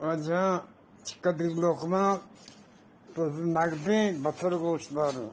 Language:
Eastern Balochi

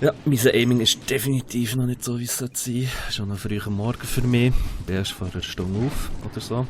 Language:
Swiss German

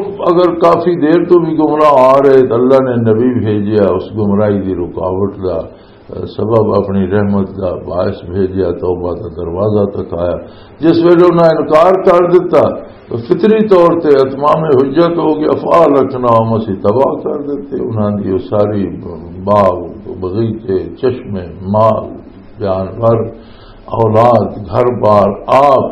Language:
Western Panjabi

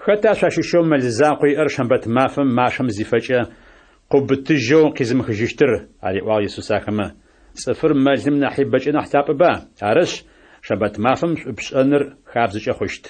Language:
Adyghe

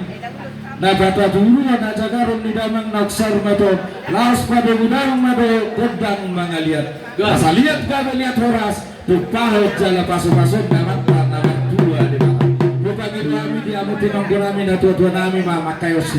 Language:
Batak Toba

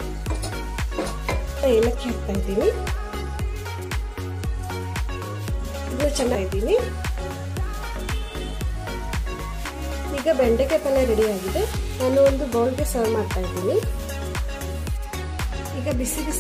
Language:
Kannada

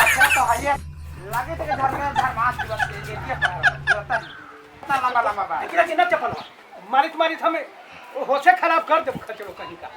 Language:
Magahi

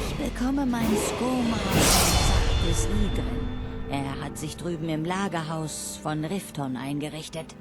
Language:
Bavarian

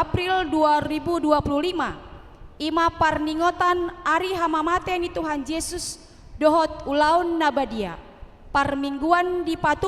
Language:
Batak Toba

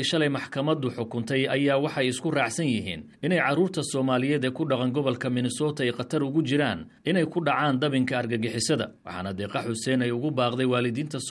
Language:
Somali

